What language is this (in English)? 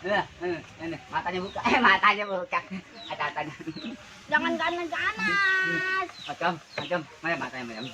Betawi